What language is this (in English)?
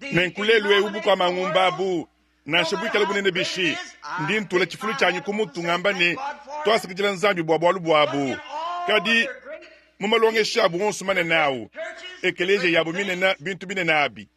Luba-Lulua